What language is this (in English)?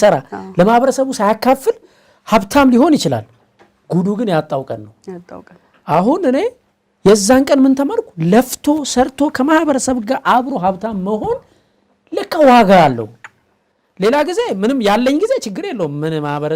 Amharic